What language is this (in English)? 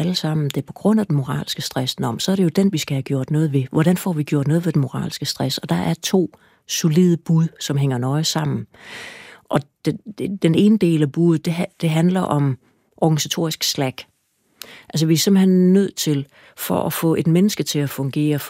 Danish